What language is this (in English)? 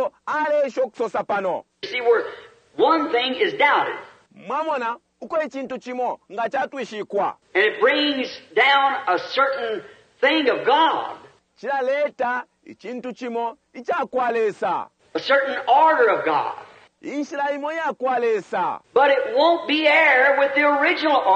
Bemba